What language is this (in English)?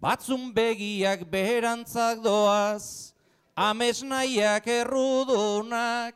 Basque